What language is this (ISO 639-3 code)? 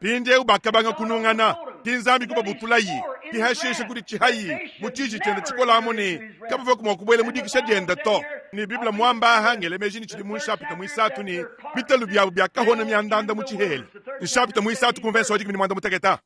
lua